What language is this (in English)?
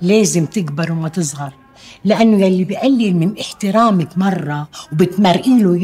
North Levantine Arabic